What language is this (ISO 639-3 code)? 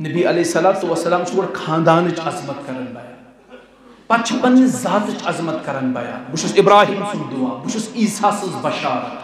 kas